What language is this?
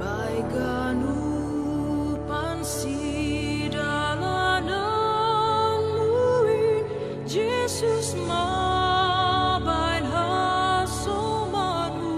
Batak Simalungun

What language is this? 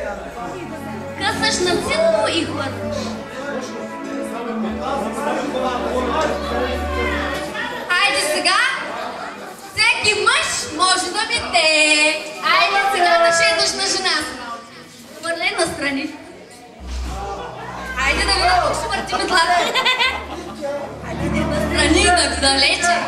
Bulgarian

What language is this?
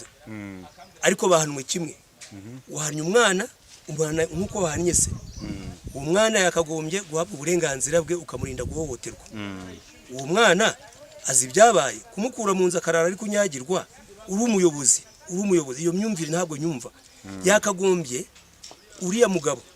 Kinyarwanda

